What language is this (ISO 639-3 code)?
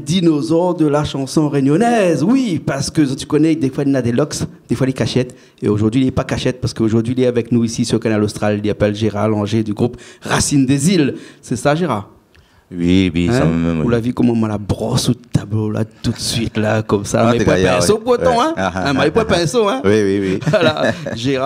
rcf